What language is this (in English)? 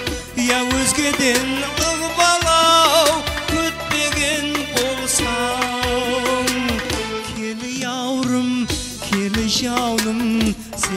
Kara-Kalpak